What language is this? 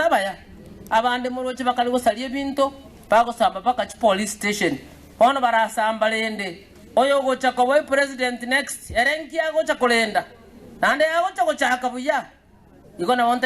Gusii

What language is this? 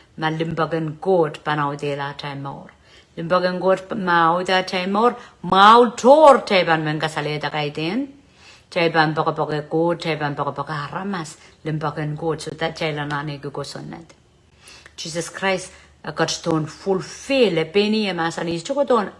Pohnpeian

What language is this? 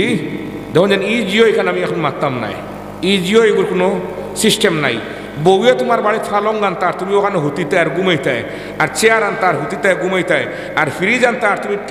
Sylheti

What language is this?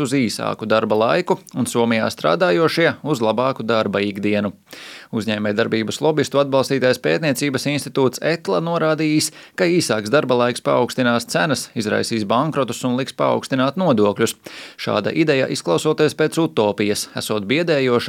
Latvian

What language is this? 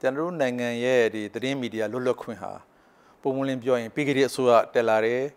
Burmese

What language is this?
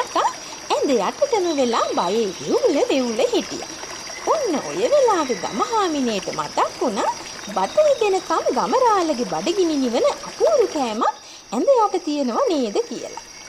Sinhala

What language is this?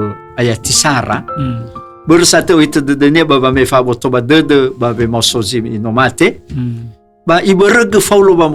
Nias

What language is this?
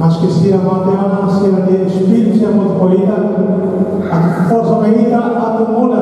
Tetum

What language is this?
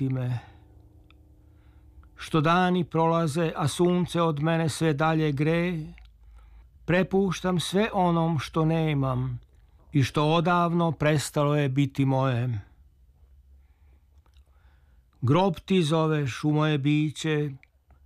Serbian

